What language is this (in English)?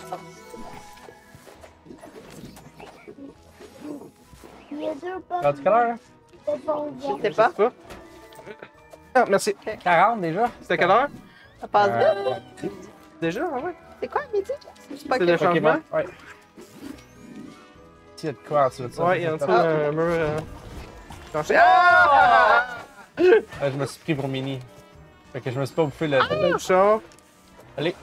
French